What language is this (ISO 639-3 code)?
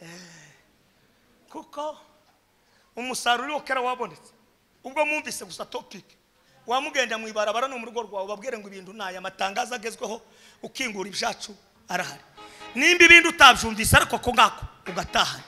kin